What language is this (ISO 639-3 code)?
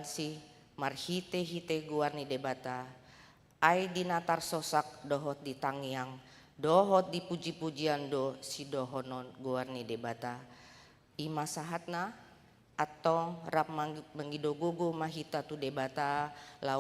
bbc